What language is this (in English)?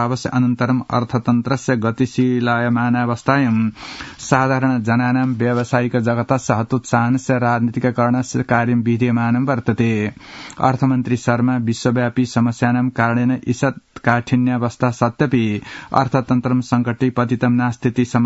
Sanskrit